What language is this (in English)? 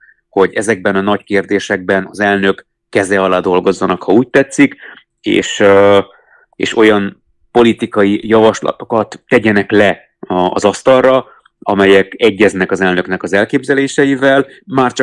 Hungarian